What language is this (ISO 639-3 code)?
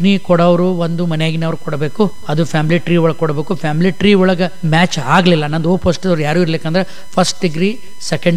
kan